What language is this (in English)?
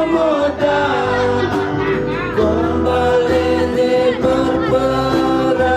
Balinese